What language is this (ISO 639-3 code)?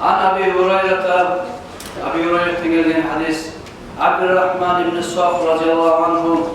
kum